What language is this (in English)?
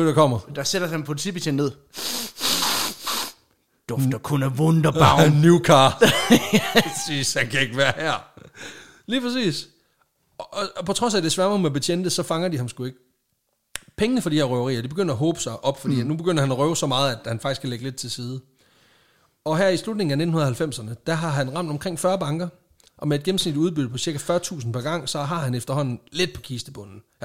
Danish